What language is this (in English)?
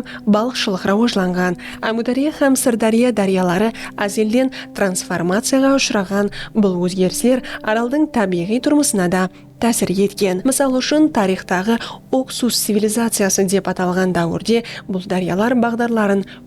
Kara-Kalpak